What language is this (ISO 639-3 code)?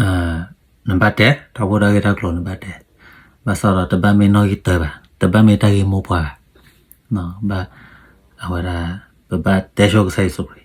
ksw